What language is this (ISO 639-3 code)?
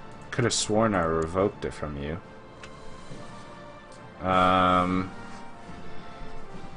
eng